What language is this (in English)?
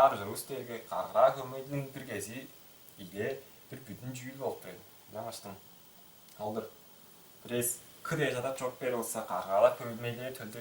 Tuvinian